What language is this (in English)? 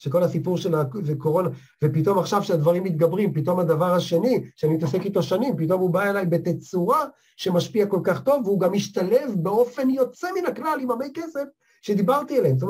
Hebrew